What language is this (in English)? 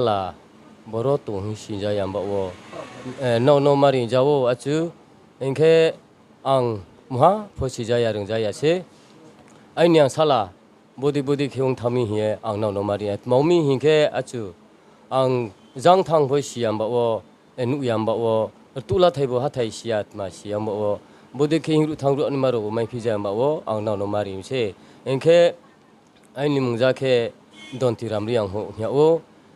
Riang (India)